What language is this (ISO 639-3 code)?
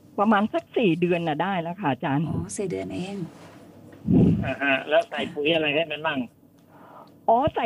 tha